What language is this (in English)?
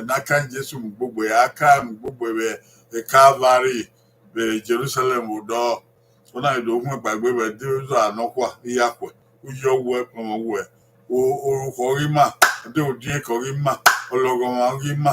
Bini